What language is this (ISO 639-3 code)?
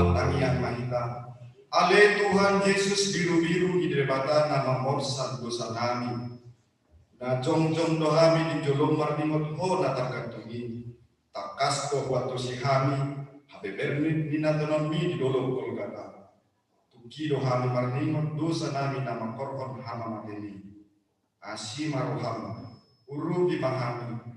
bbc